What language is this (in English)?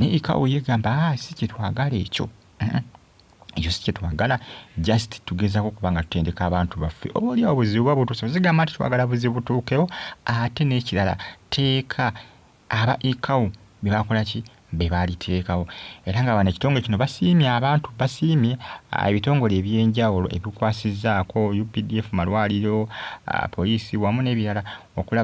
Ganda